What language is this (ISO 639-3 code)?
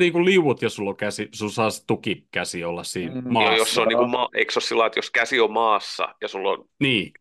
fin